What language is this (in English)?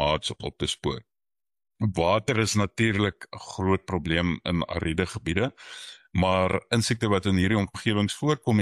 Afrikaans